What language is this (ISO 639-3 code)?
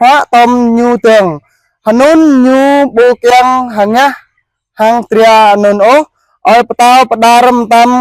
jra